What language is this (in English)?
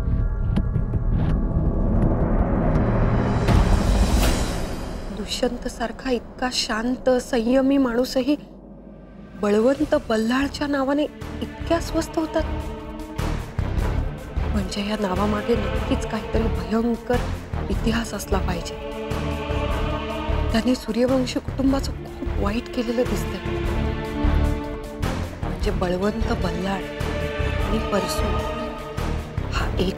Marathi